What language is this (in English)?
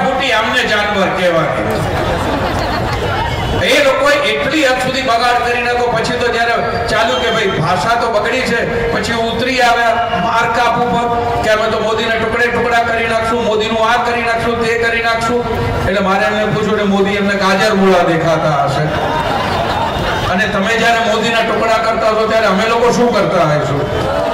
Gujarati